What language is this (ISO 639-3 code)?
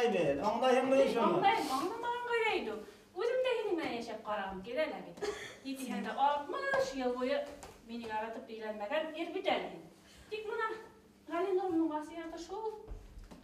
bak